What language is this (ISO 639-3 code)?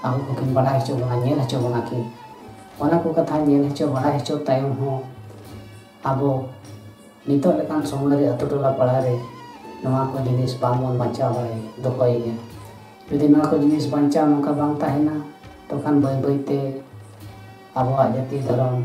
sat